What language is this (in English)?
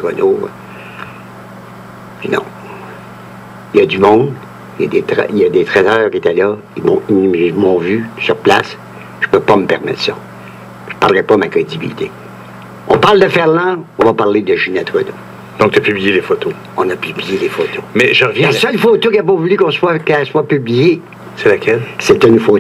French